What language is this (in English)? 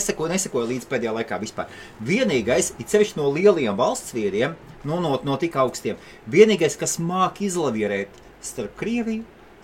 Latvian